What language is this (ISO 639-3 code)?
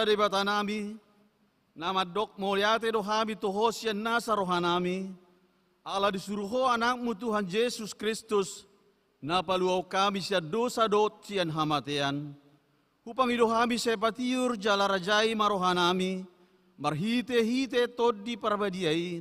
bbc